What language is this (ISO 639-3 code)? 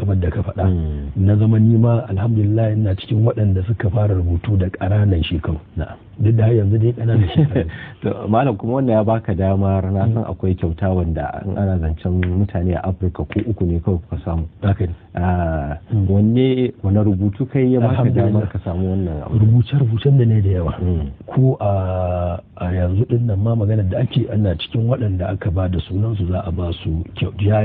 hau